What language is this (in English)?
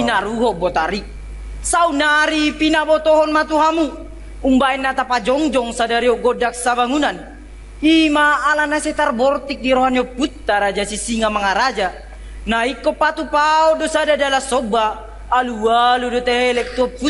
Batak Toba